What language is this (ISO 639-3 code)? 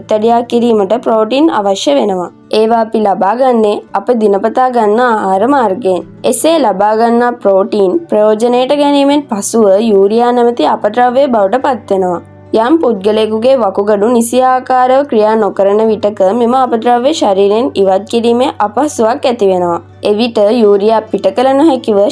sin